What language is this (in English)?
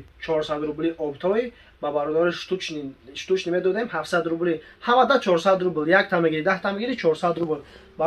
Tajik